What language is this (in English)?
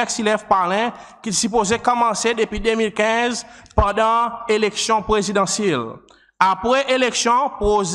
Seselwa Creole French